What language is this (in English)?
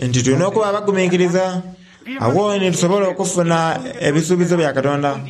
Soga